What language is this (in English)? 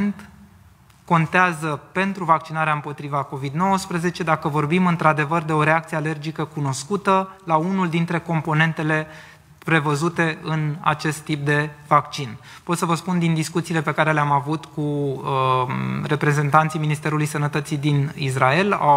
Romanian